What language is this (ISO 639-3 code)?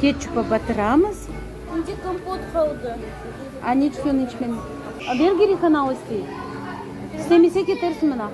crh